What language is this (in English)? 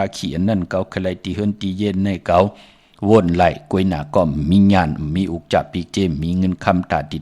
Shan